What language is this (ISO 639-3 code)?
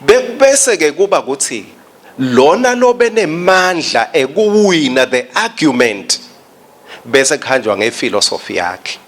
ssw